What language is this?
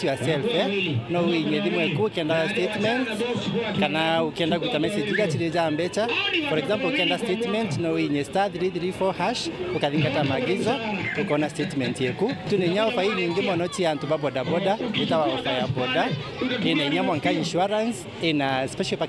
Meru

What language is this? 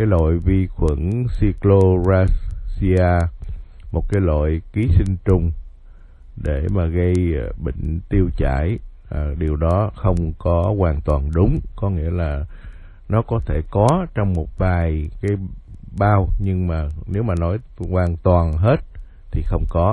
Vietnamese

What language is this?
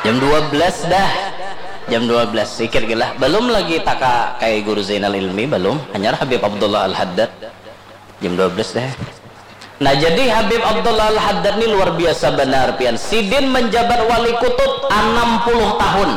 Banjar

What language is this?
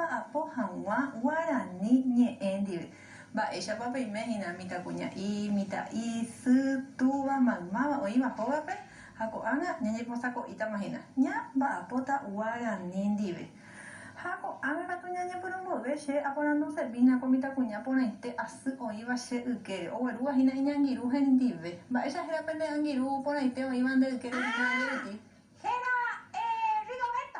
Guarani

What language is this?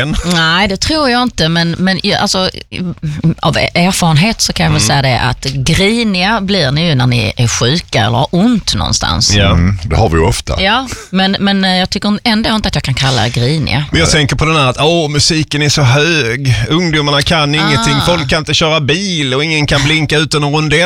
Swedish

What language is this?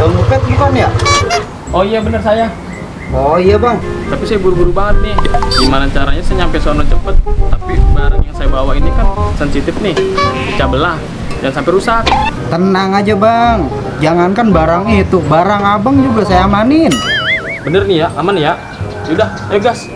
Betawi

